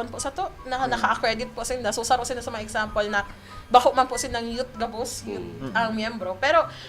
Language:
Bikol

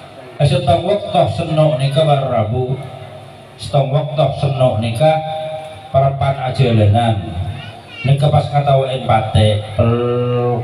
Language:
Madurese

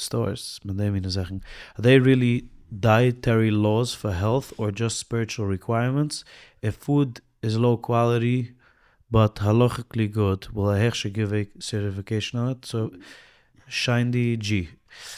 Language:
Yiddish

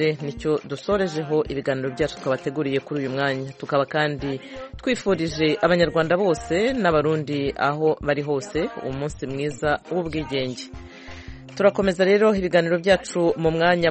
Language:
Kinyarwanda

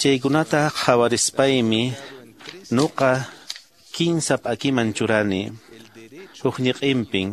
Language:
Quechua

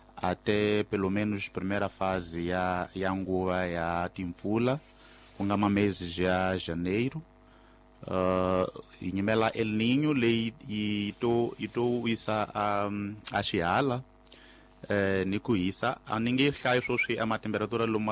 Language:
Tsonga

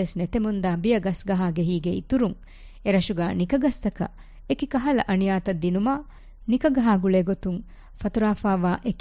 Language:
Divehi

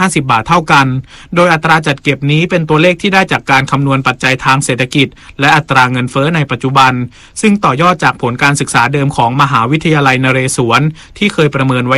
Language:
Thai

